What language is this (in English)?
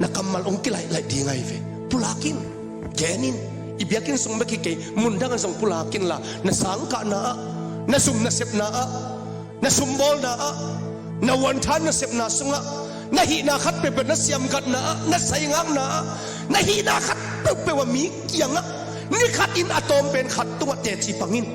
Tedim Chin